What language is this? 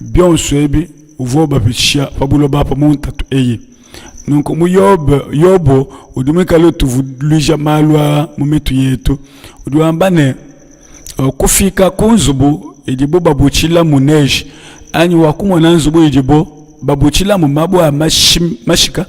Luba-Lulua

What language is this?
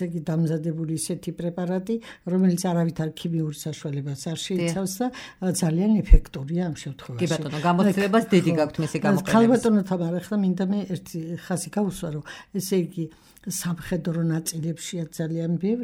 Georgian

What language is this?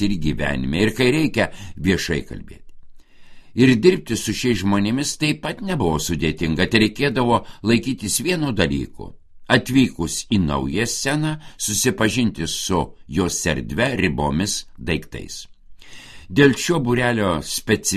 Lithuanian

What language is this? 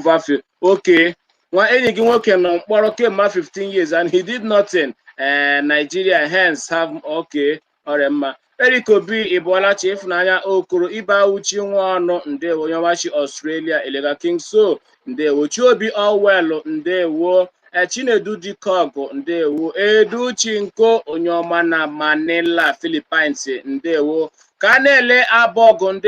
Igbo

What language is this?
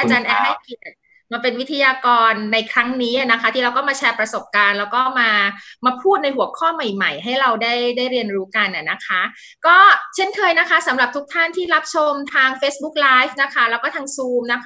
Thai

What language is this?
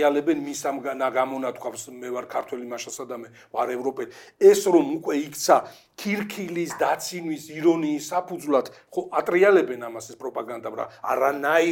Georgian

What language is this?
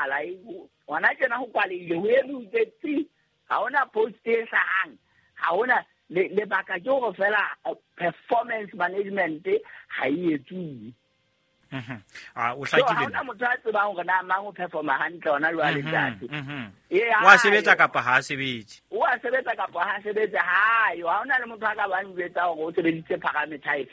Southern Sotho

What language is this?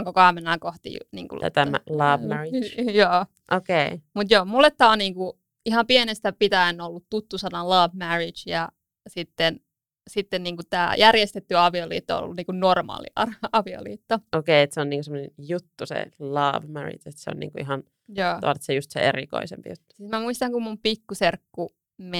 Finnish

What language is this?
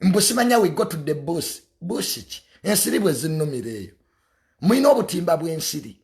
Ganda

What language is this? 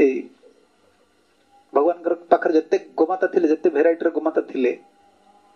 Odia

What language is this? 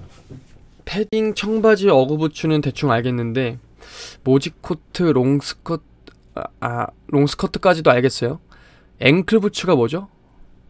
Korean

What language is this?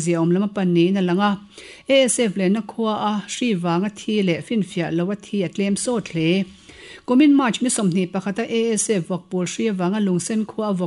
Mizo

